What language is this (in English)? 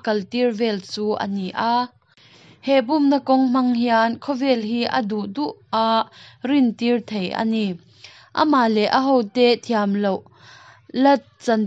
Mizo